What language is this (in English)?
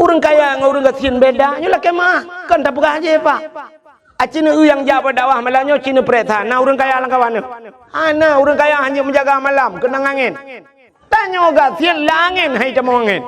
Achinese